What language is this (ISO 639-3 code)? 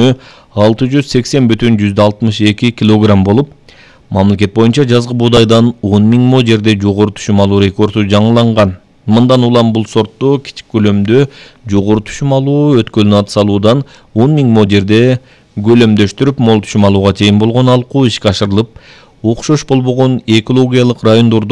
kir